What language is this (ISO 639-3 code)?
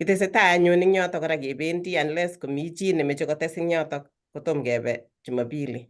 kln